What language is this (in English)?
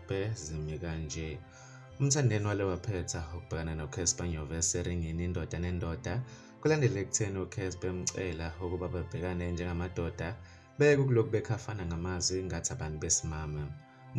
Zulu